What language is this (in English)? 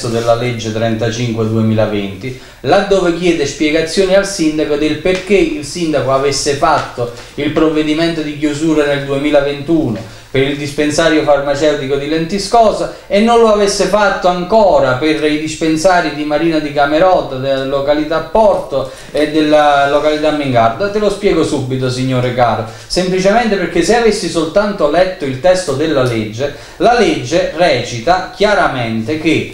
Italian